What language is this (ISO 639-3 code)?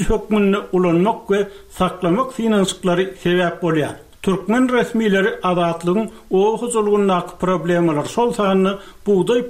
tuk